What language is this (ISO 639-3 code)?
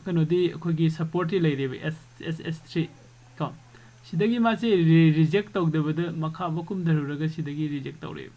mni